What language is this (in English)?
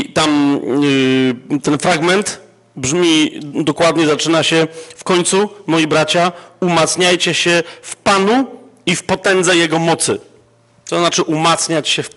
Polish